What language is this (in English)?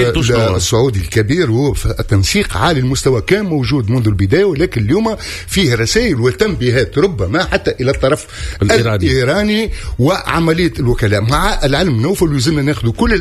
Tunisian Arabic